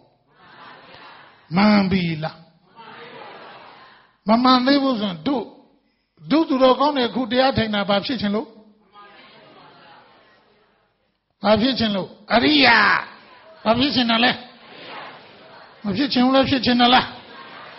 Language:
Burmese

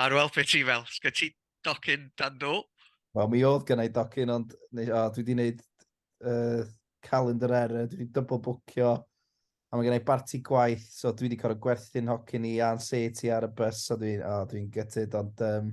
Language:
Welsh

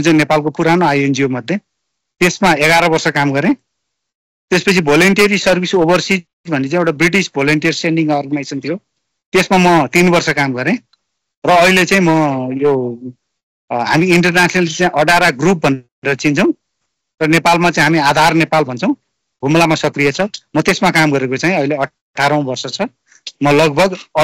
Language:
Nepali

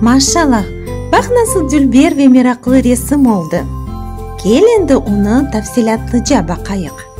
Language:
Crimean Tatar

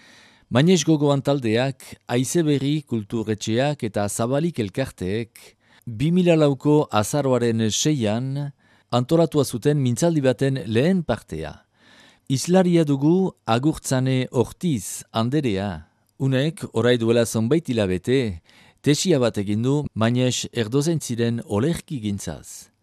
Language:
Basque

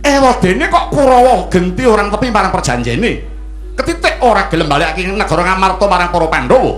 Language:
Javanese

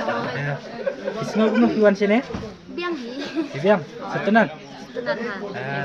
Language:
Khasi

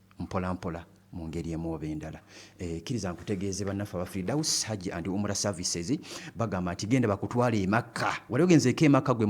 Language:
Ganda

